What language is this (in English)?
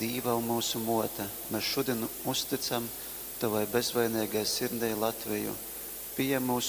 Latgalian